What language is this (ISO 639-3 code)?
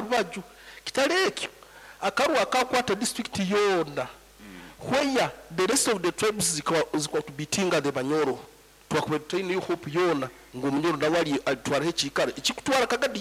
nyo